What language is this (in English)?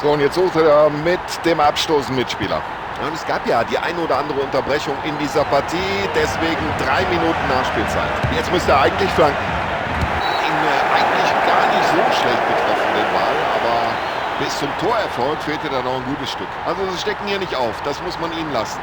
Bavarian